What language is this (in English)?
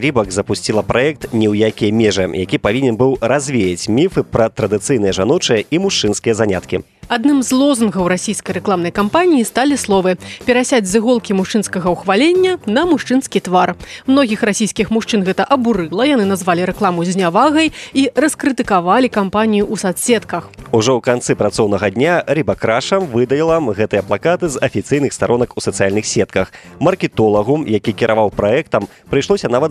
Belarusian